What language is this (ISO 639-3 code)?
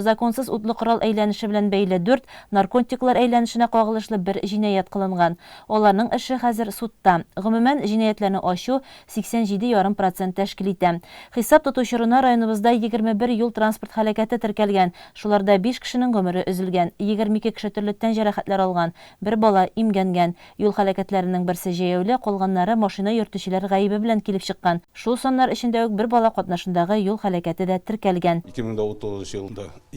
tat